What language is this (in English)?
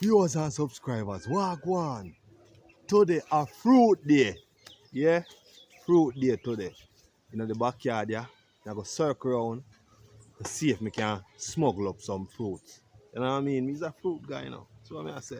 Jamaican Creole English